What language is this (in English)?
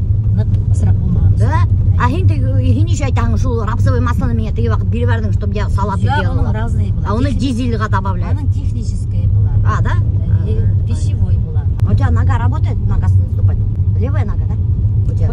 Bashkir